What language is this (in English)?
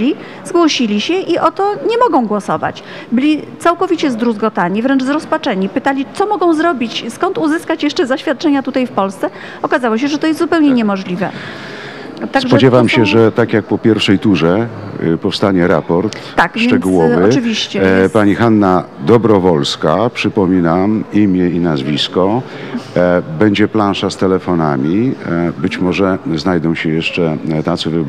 Polish